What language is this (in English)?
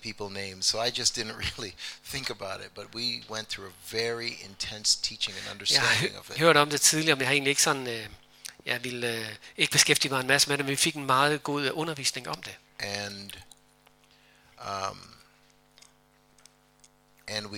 Danish